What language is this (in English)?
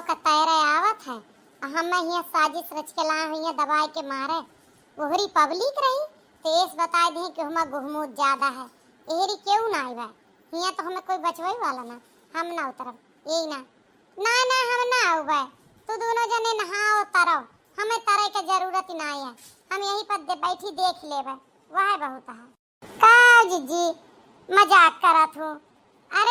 Awadhi